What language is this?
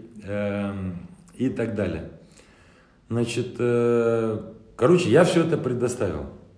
Russian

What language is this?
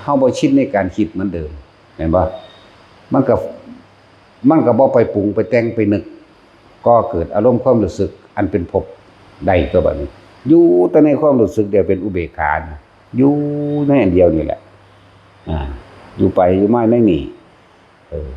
Northeastern Thai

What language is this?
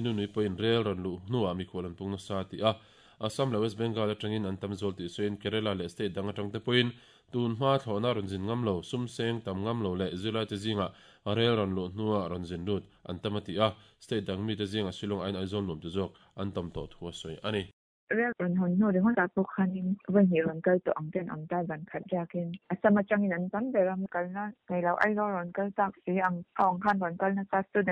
Mizo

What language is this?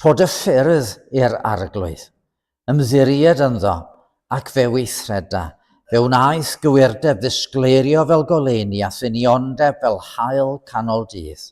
Welsh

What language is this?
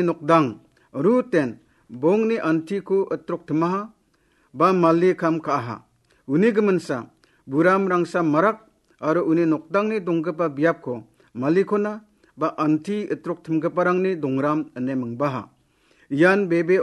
Garo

